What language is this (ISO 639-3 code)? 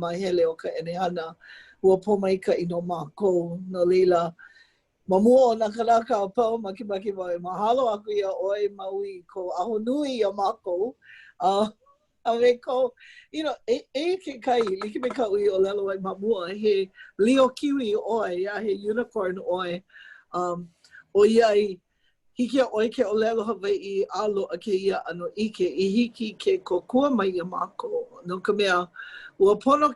haw